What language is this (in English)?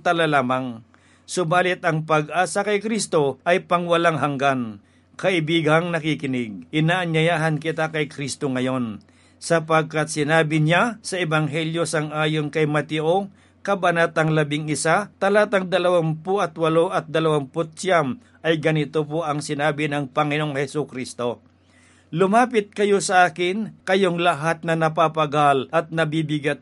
Filipino